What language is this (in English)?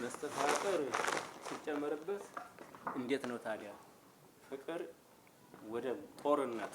Amharic